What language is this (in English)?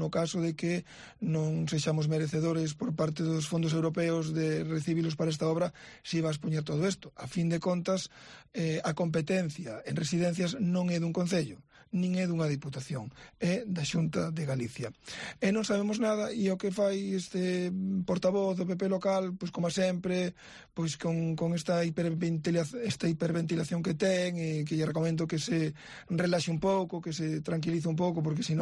Galician